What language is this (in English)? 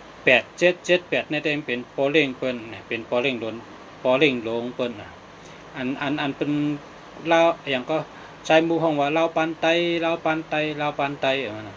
Shan